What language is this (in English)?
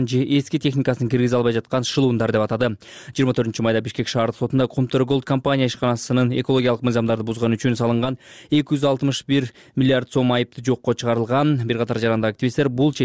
Kyrgyz